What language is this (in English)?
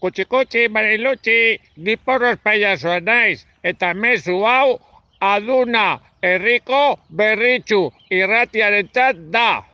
Basque